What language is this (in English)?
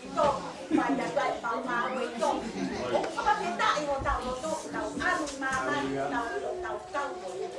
Tongan